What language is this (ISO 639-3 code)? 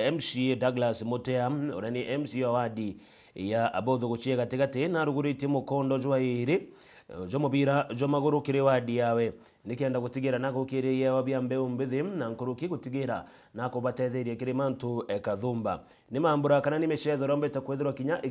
mer